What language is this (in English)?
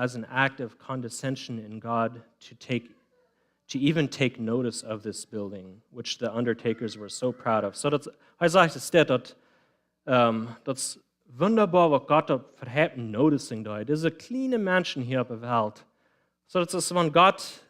Plautdietsch